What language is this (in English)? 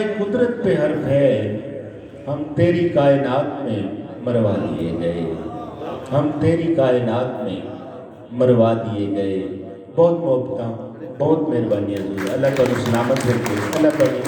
Saraiki